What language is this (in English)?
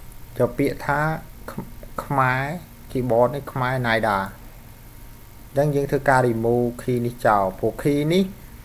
Khmer